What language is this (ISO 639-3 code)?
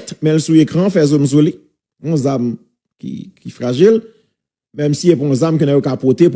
hat